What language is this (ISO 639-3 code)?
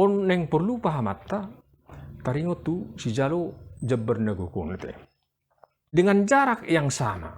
bbc